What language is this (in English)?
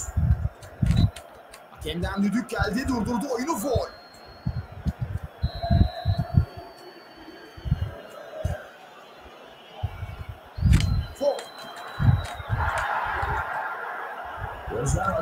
Turkish